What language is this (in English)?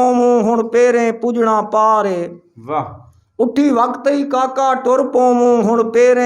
Saraiki